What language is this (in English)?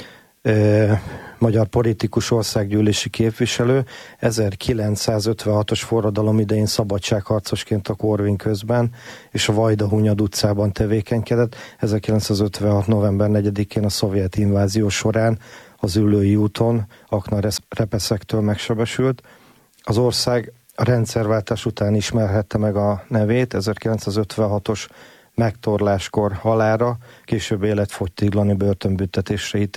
Hungarian